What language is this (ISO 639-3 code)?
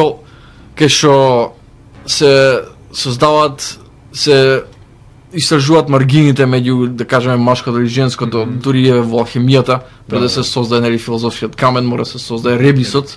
mkd